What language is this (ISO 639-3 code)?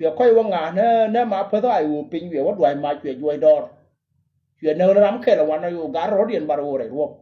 nus